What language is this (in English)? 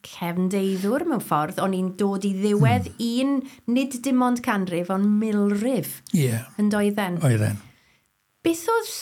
Welsh